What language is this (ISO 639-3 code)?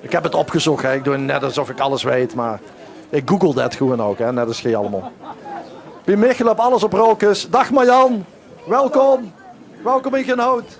lim